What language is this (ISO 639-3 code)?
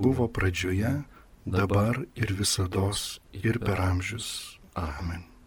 lit